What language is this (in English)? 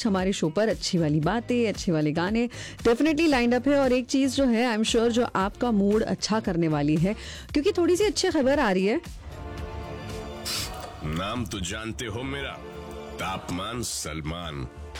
Hindi